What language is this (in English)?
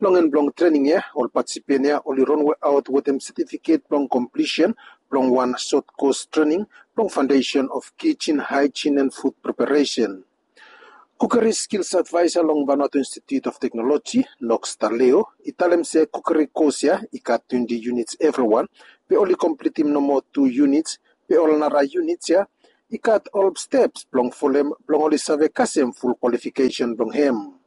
Bislama